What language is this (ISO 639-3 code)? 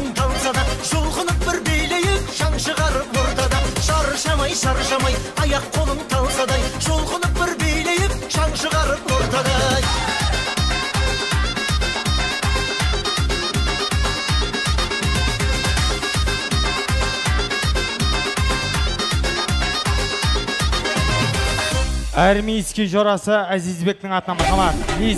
kaz